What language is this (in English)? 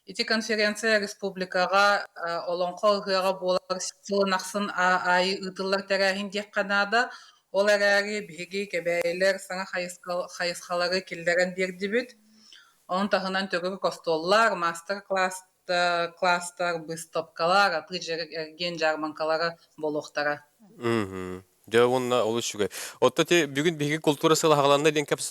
Yakut